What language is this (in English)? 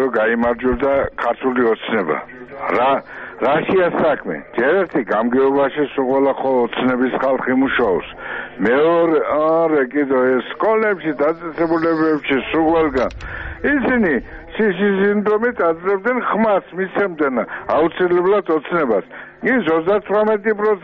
Georgian